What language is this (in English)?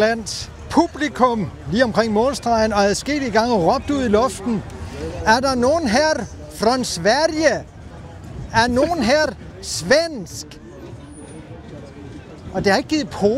Danish